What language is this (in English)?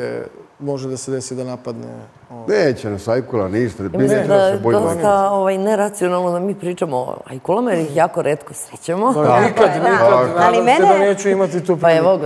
Serbian